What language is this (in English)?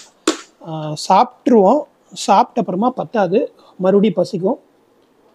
Tamil